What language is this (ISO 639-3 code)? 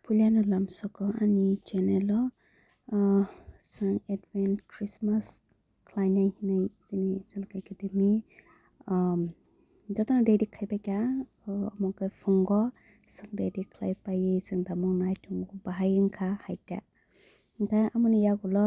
trp